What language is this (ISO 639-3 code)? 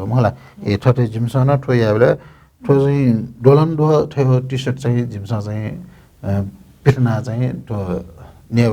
new